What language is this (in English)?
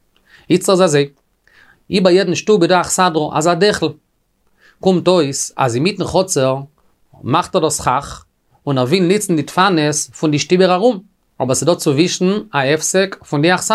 Yiddish